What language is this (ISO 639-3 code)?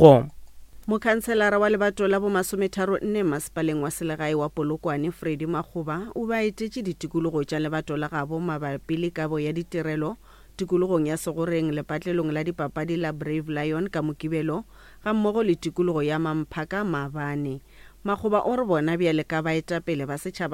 nso